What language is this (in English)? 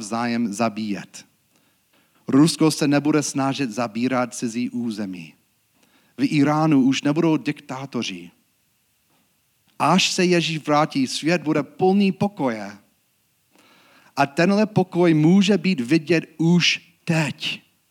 Czech